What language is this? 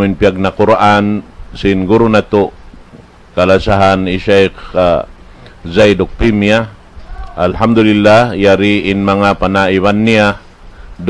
Tausug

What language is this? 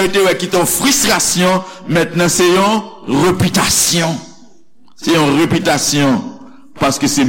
Haitian Creole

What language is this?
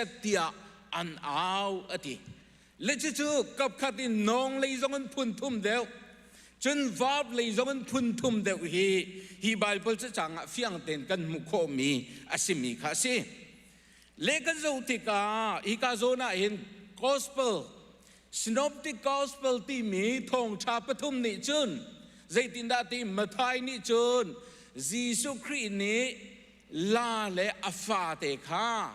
Hakha Chin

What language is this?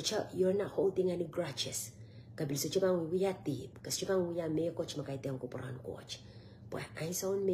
Pohnpeian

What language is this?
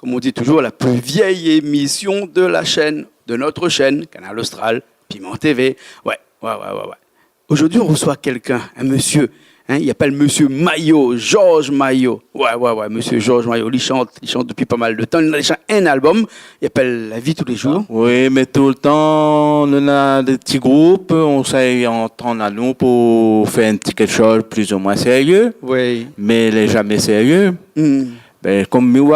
Réunion Creole French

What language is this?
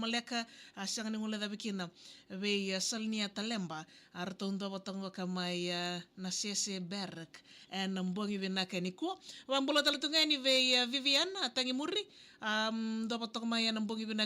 Fijian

